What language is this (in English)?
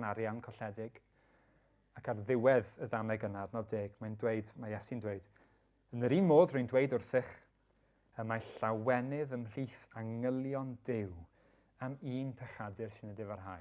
Welsh